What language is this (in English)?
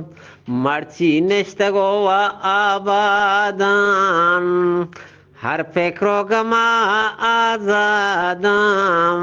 Eastern Balochi